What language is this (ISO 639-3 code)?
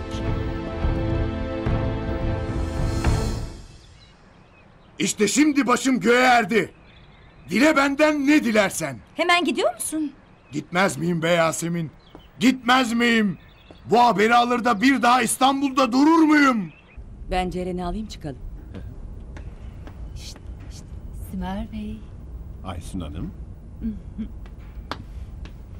tur